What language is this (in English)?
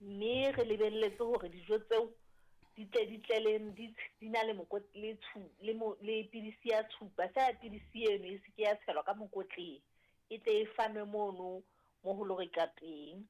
Southern Sotho